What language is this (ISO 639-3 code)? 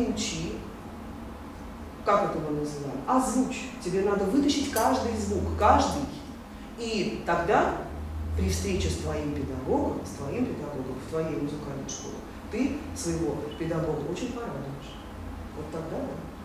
rus